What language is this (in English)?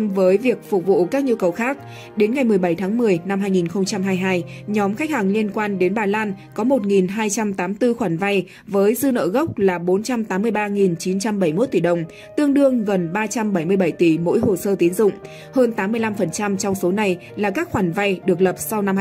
Vietnamese